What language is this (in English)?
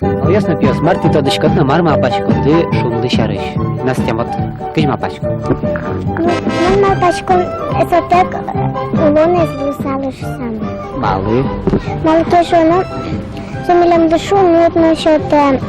Udmurt